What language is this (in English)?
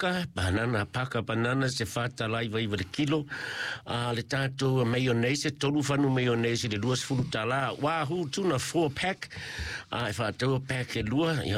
Samoan